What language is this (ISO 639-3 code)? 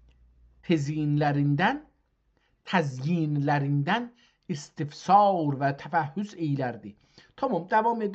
azb